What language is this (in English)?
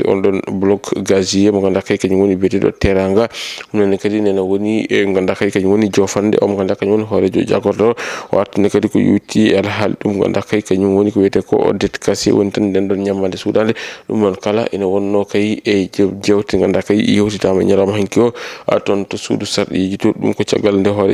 Fula